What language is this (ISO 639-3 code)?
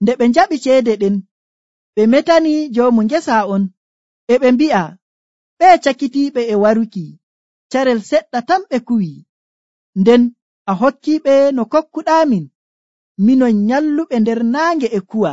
fuv